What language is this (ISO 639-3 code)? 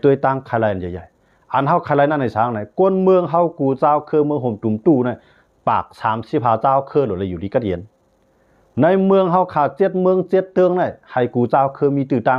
shn